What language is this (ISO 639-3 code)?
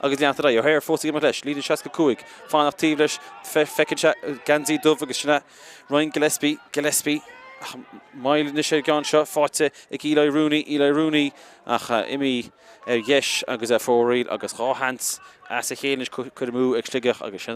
gle